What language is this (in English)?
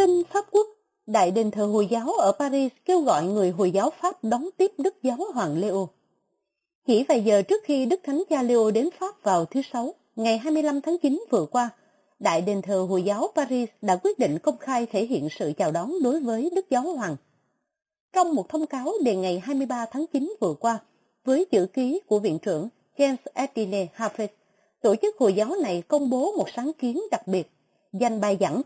Vietnamese